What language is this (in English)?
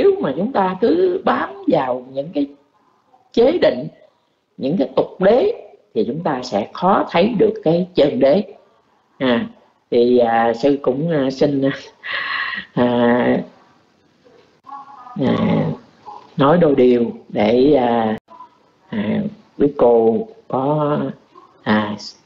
Vietnamese